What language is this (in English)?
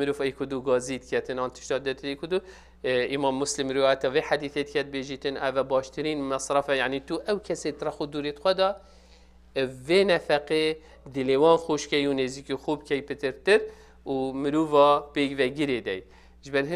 Kurdish